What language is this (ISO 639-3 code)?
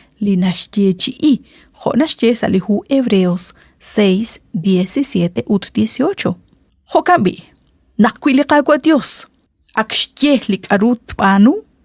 kek